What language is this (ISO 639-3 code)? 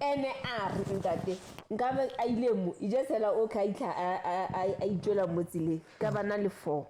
sot